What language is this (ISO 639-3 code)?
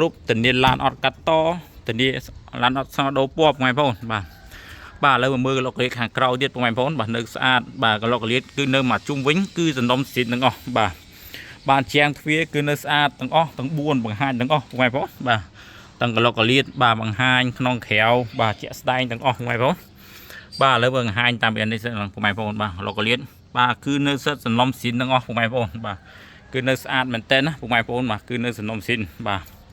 khm